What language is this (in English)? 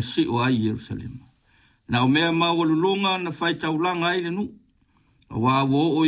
Samoan